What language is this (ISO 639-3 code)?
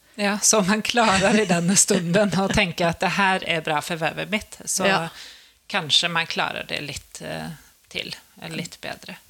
nor